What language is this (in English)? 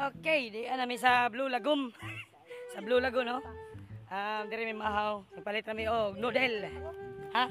Cebuano